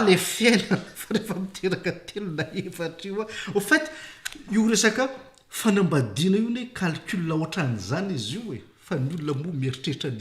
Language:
Malagasy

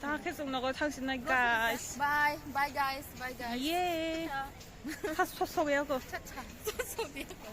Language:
Kok Borok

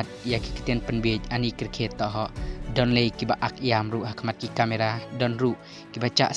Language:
Khasi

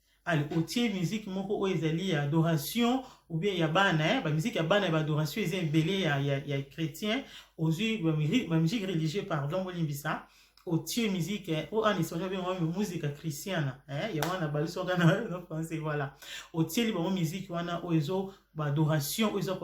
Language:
Lingala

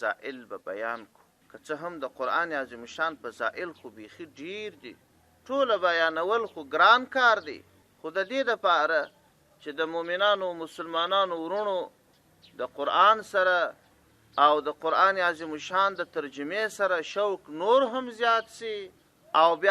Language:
Pashto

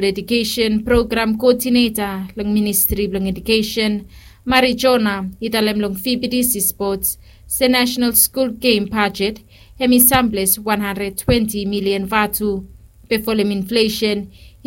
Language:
Bislama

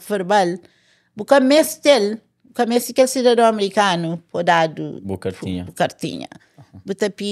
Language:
Kabuverdianu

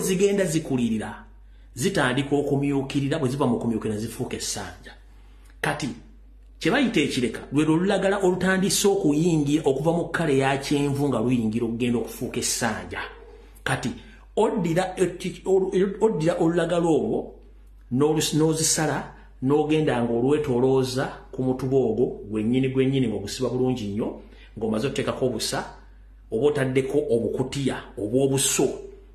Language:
Ganda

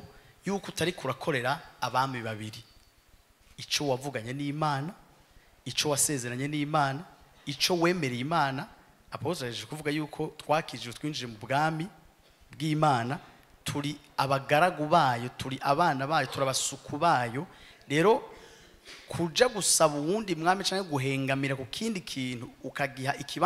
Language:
Rundi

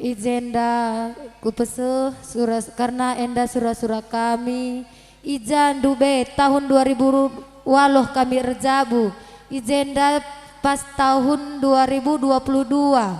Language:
Batak Karo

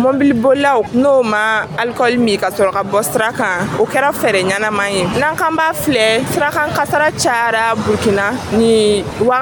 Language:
Dyula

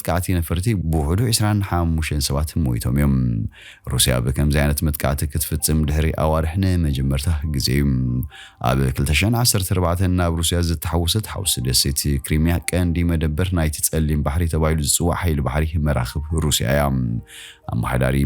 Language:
Tigrinya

